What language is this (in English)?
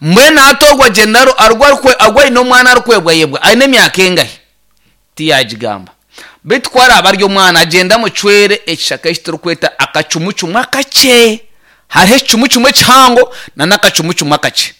Nyankole